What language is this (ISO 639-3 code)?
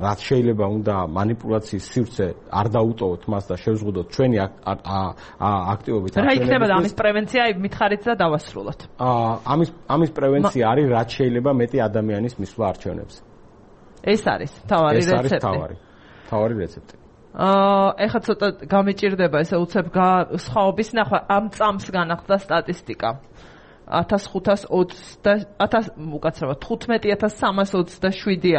kat